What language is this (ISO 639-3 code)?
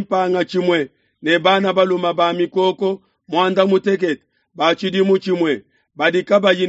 lua